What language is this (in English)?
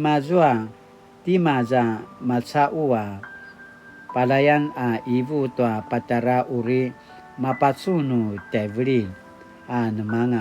Paiwan